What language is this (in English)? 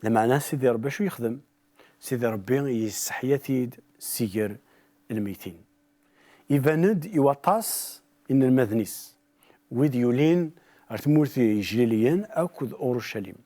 Kabyle